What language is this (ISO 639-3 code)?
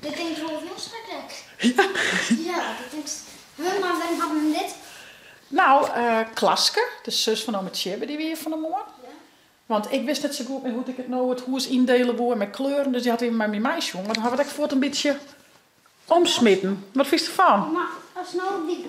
fry